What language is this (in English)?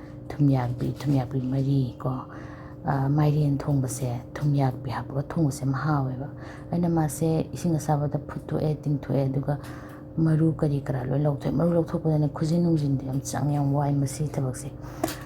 Manipuri